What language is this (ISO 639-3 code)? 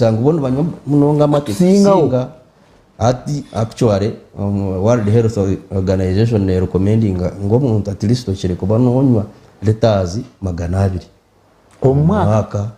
nyn